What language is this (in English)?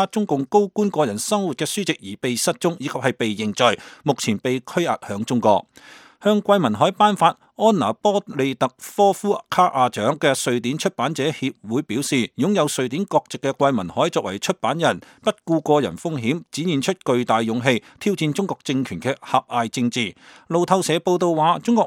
Cantonese